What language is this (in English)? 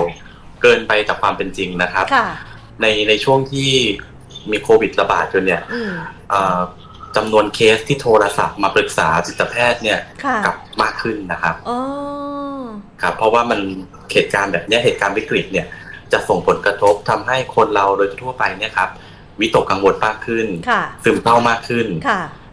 Thai